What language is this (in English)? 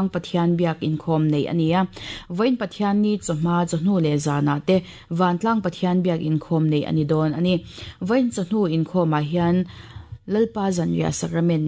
Mizo